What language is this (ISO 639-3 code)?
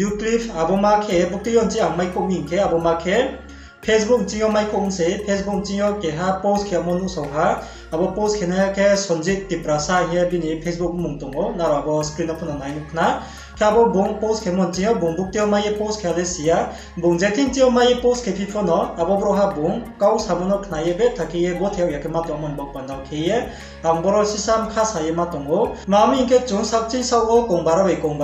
ria